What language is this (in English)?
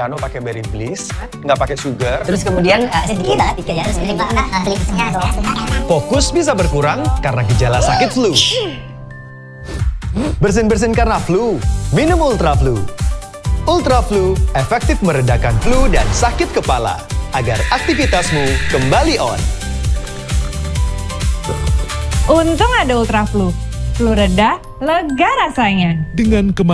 Indonesian